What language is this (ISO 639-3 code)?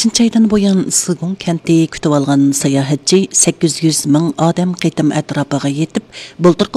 uig